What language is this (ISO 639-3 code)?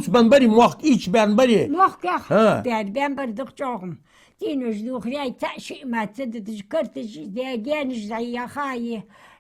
inh